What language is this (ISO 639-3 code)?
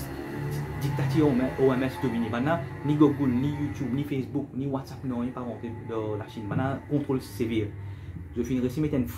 mfe